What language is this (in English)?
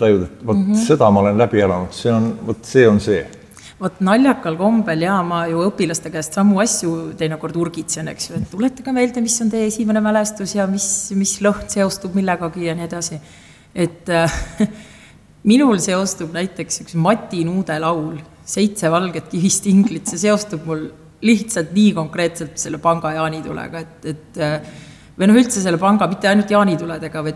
Estonian